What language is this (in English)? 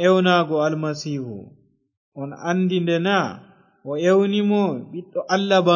Fula